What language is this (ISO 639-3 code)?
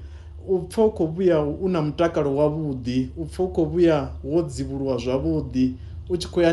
ven